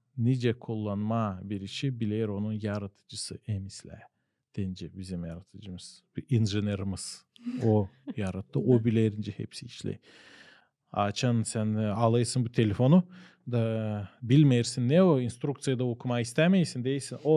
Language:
Gagauz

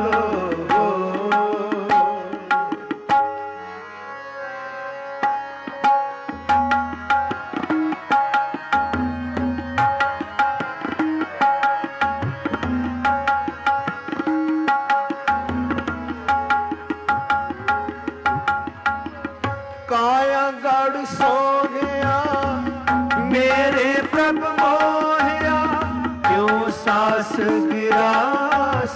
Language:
Hindi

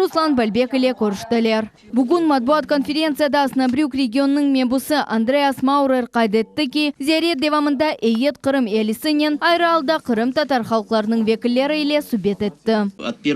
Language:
Crimean Tatar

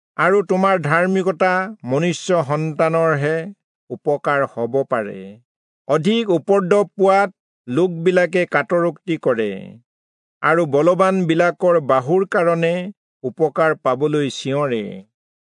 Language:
Assamese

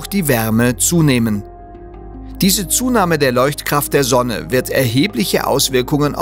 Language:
German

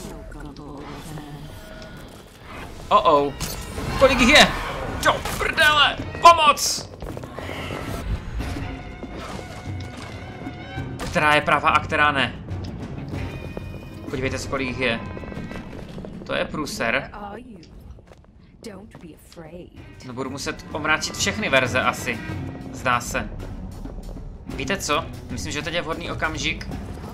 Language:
Czech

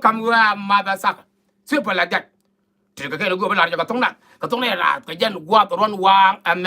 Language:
Nuer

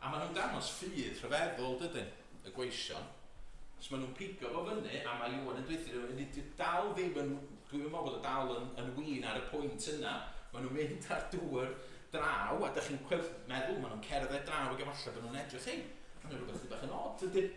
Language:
Welsh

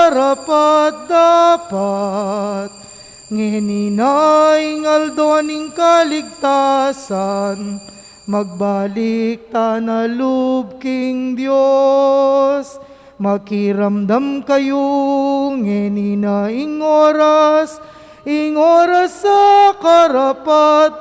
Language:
Pampanga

